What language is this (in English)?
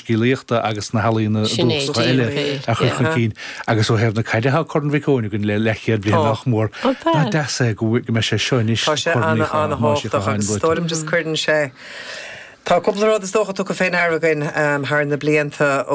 Irish